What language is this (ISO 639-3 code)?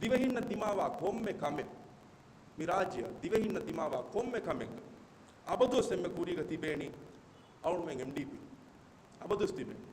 div